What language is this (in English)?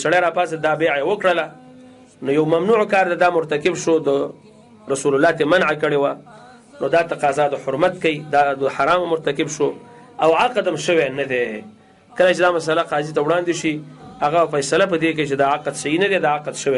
Pashto